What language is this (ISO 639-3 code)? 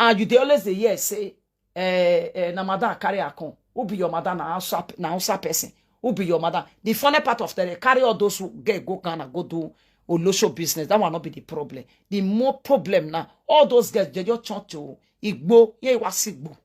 pcm